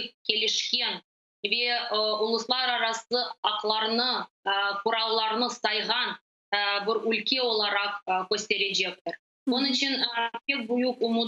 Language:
Crimean Tatar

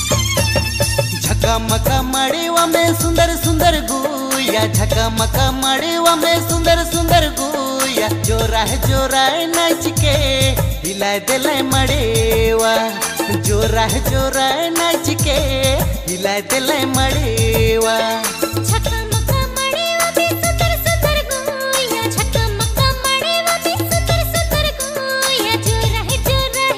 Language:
Sadri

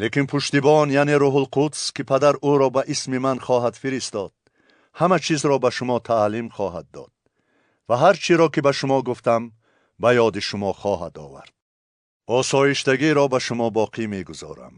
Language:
Tajik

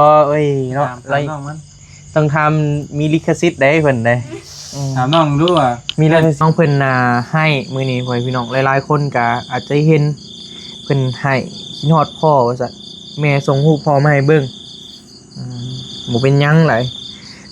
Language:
Northeastern Thai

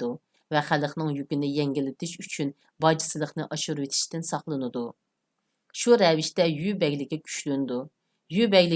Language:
Uyghur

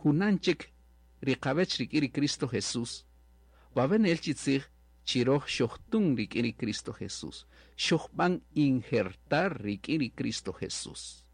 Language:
Kaqchikel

